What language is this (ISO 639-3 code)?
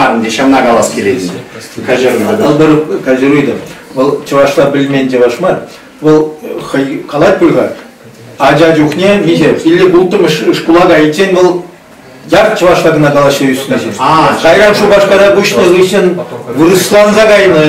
chv